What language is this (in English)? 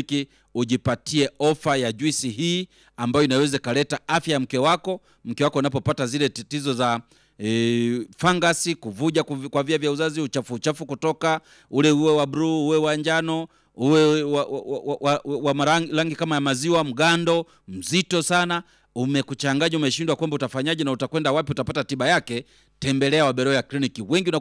Swahili